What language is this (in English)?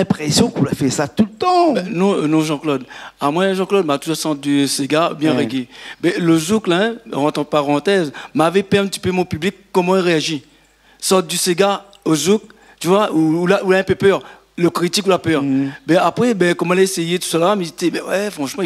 Réunion Creole French